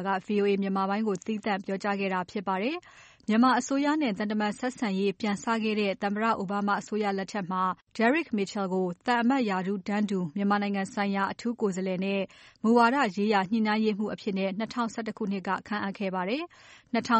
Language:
Burmese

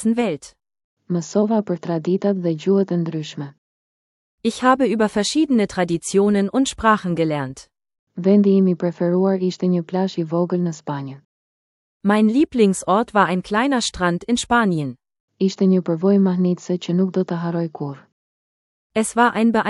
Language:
Albanian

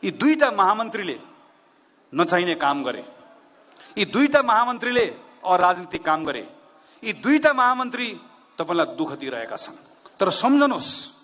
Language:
Nepali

